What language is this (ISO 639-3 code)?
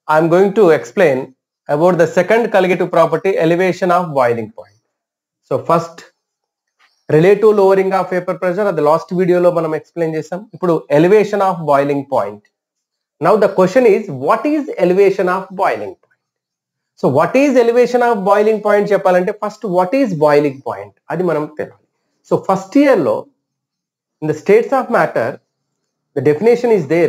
tel